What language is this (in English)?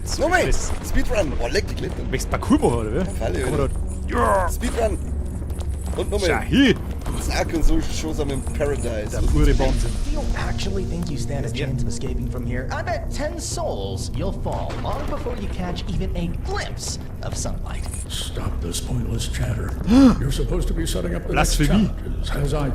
Bavarian